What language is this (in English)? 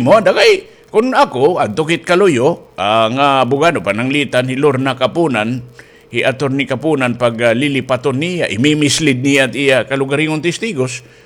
Waray